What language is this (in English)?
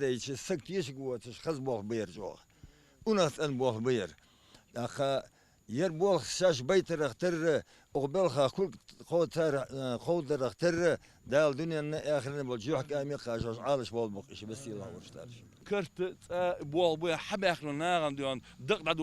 Ingush